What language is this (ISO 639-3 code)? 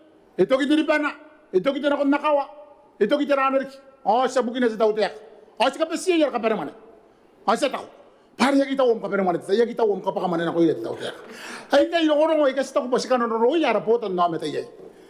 gil